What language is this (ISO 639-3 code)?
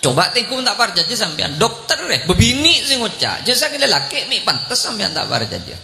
mad